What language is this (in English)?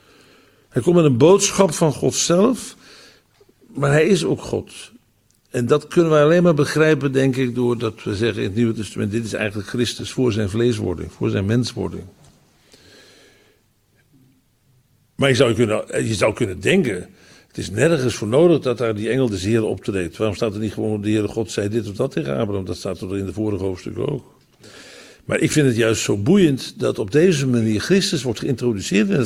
Dutch